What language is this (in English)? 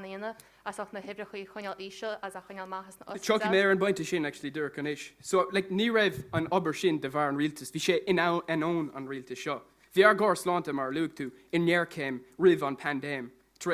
Irish